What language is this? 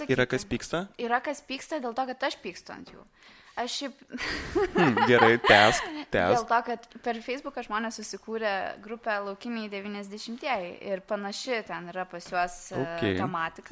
Lithuanian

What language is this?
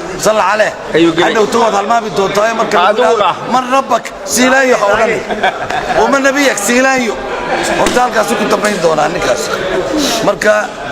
Somali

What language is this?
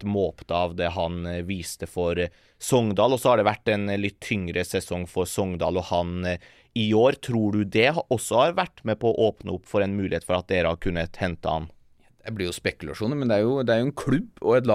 Norwegian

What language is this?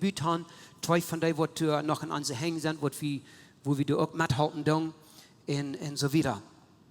Plautdietsch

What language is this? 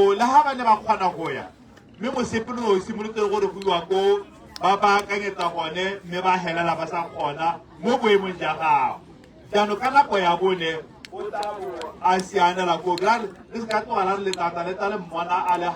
Tswana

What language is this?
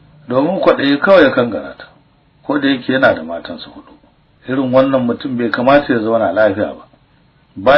Hausa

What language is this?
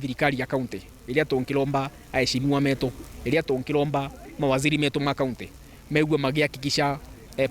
Meru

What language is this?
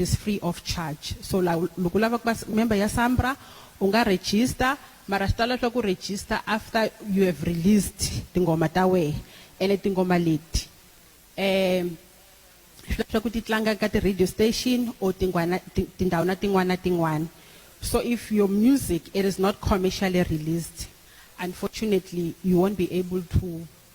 Tsonga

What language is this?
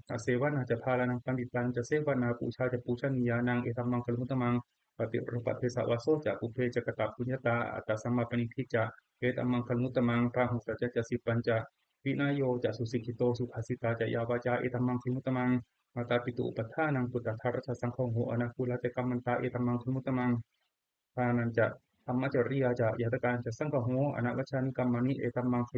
Pali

